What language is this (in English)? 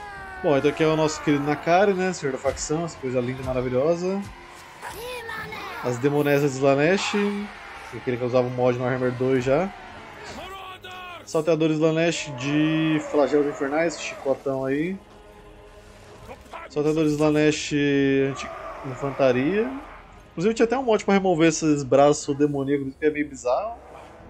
Portuguese